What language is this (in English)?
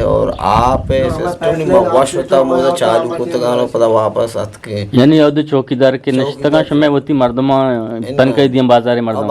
Eastern Balochi